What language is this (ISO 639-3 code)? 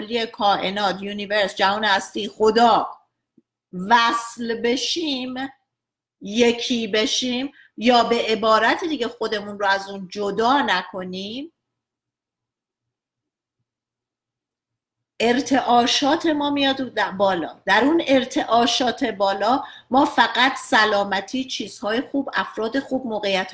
fas